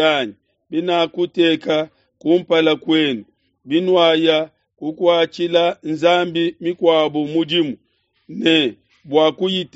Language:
Luba-Lulua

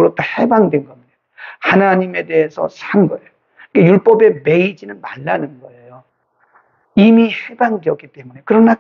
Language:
Korean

